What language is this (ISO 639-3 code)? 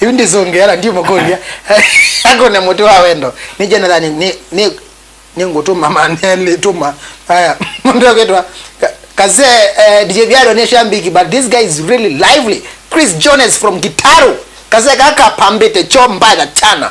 kam